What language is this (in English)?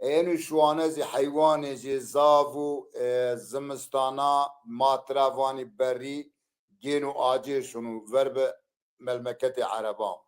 Zaza